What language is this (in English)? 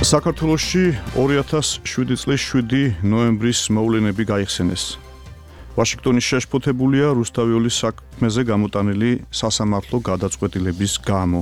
Georgian